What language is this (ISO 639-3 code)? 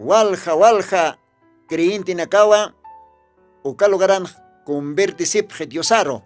aym